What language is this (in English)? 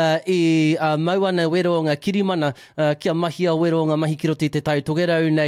Māori